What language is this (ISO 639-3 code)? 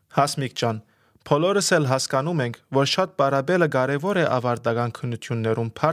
hye